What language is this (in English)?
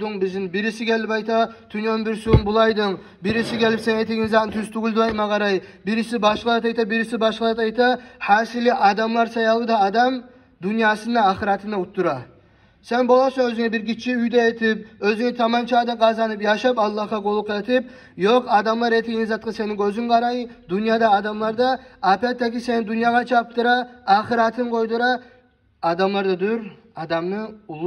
Kumyk